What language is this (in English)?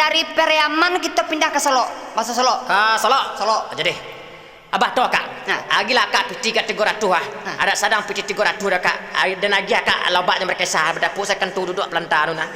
Minangkabau